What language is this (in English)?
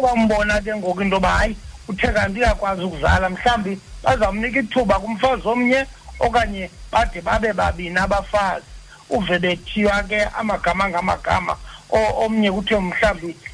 Xhosa